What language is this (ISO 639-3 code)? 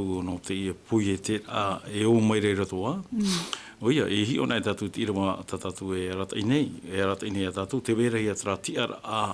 tah